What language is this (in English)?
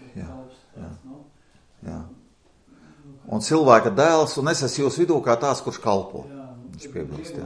Latvian